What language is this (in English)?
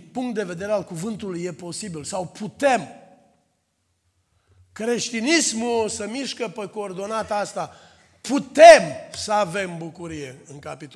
Romanian